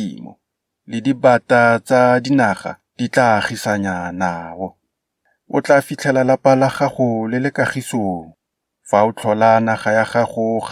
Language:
Tswana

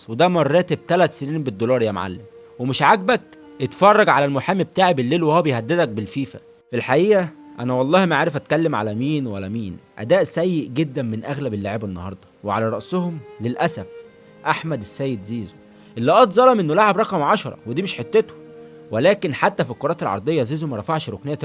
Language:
Egyptian Arabic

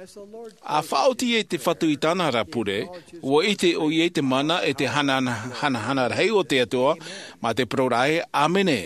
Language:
Tahitian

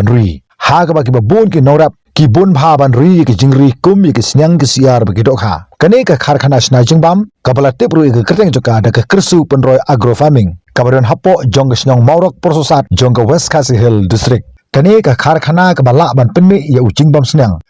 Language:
Khasi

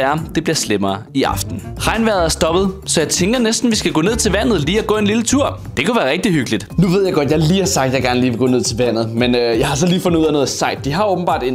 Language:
Danish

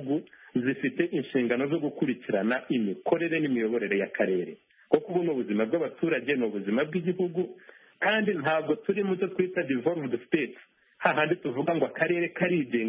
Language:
Kinyarwanda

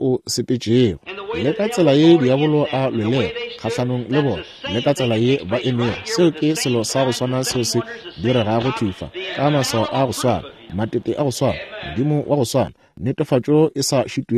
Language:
Northern Sotho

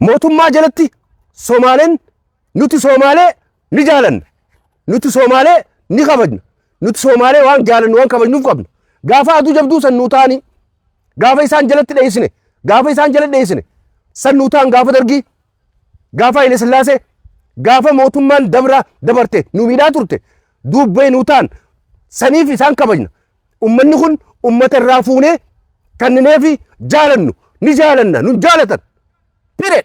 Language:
Oromo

